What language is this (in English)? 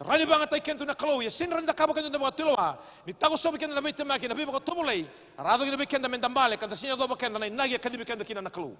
Fijian